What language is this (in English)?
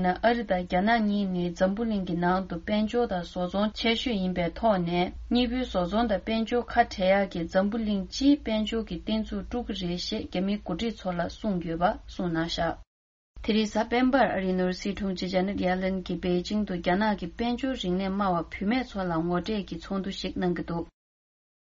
Tibetan